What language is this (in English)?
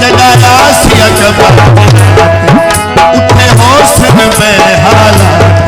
Saraiki